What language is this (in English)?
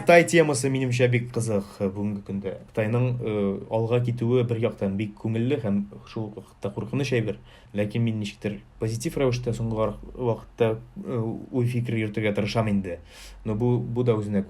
Tatar